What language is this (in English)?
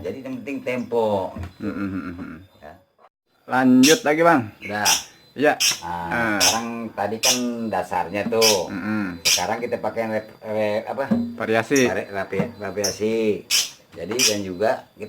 Betawi